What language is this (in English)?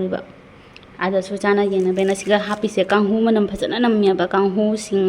Manipuri